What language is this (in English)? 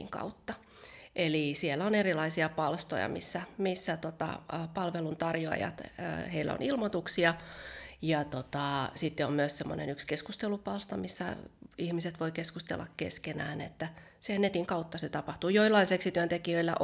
Finnish